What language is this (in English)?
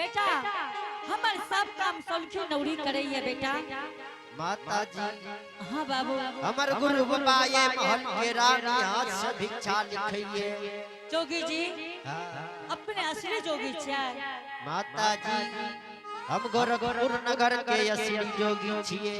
Angika